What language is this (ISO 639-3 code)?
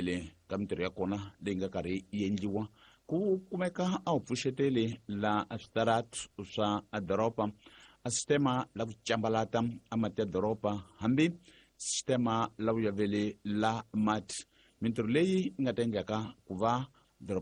tso